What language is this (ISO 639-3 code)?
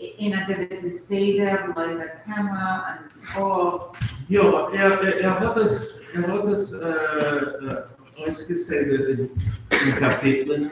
yid